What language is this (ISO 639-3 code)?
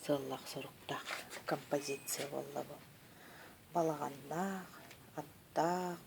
sah